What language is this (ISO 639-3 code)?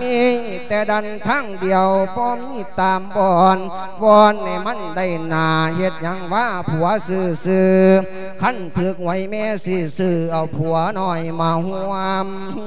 lao